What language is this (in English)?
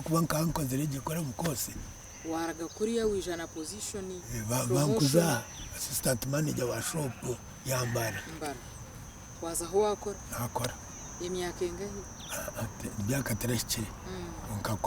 Nyankole